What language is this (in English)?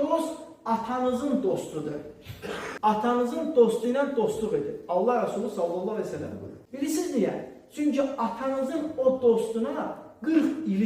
Azerbaijani